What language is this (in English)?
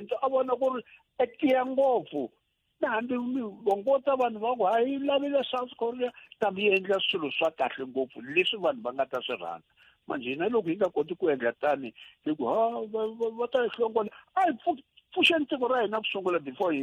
Tsonga